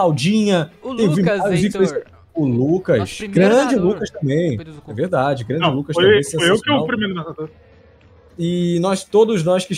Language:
Portuguese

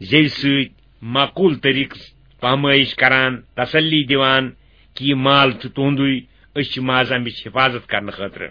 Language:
Kashmiri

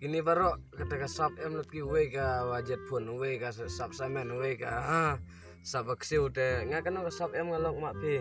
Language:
Khasi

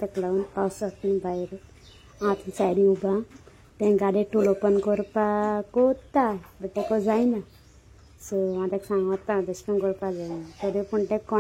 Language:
Konkani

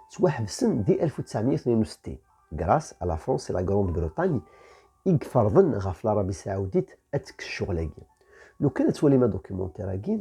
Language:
Kabyle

